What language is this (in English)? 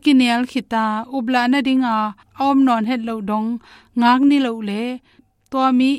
Tedim Chin